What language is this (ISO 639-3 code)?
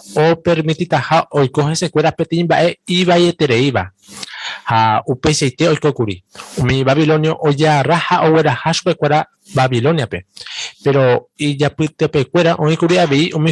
grn